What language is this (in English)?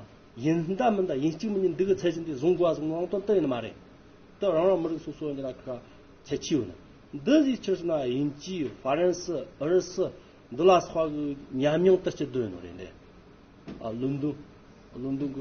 Amdo Tibetan